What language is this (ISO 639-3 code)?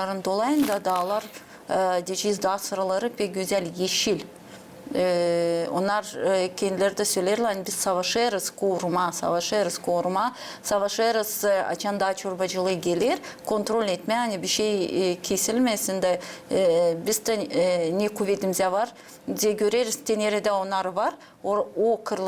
gag